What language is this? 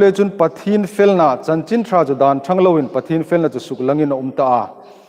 Hmar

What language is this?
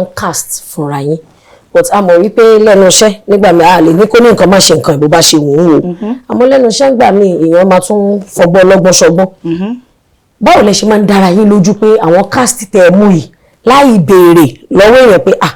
Yoruba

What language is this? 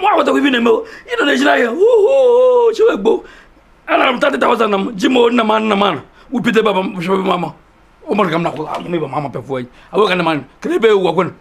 Igbo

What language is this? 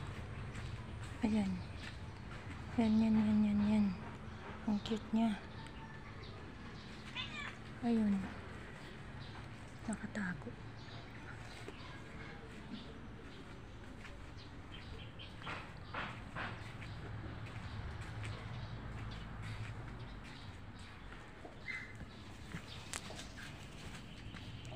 Filipino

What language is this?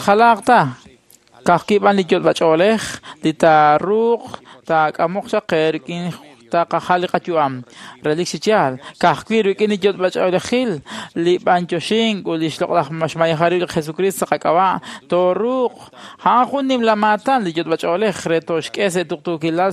Kekchí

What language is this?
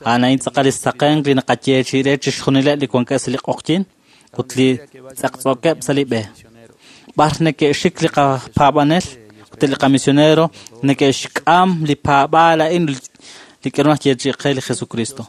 Kekchí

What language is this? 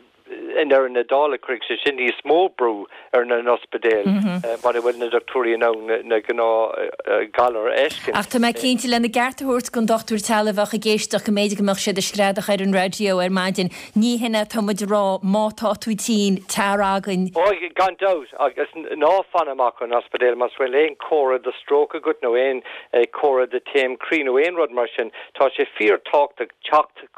Irish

